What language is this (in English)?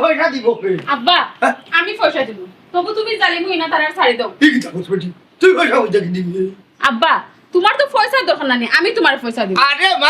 Sylheti